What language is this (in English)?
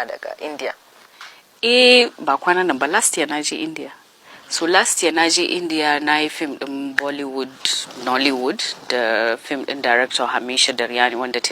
Hausa